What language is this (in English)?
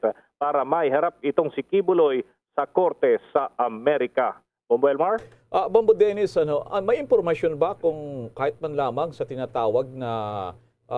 Hiligaynon